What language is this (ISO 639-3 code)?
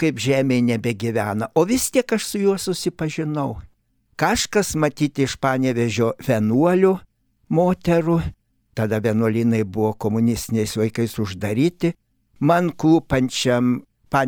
lit